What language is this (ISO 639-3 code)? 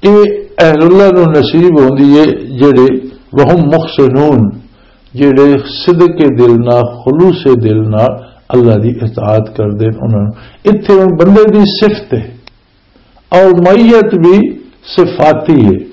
lah